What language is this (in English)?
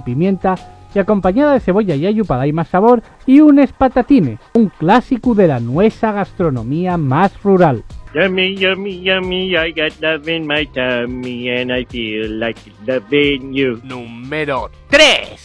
Asturian